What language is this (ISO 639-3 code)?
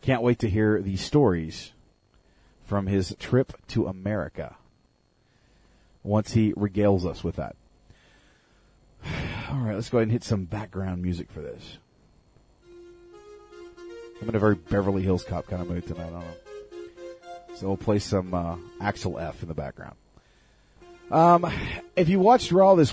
eng